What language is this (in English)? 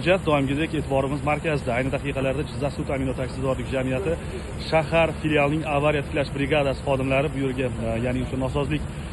Uzbek